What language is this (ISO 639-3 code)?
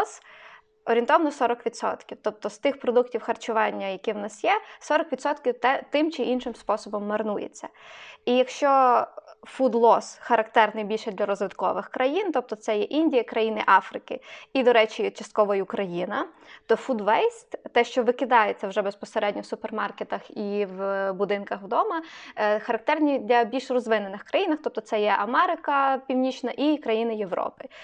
ukr